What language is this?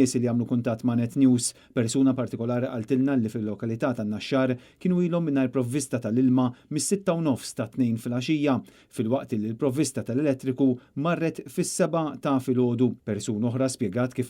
Maltese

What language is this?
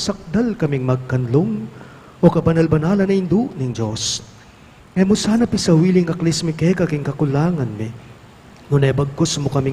Pampanga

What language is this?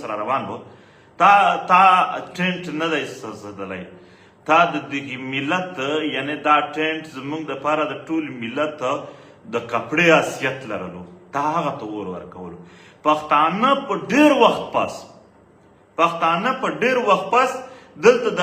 Pashto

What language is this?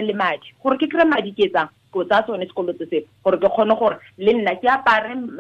Tswana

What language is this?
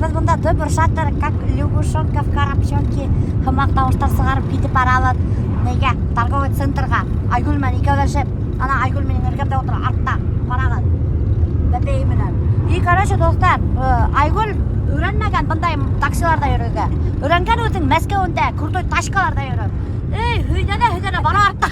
Bashkir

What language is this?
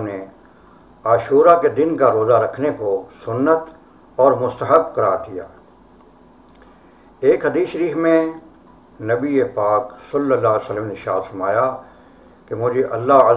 Urdu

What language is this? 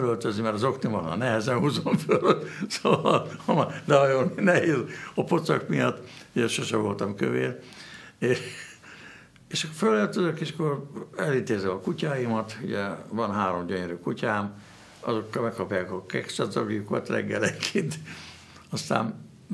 Hungarian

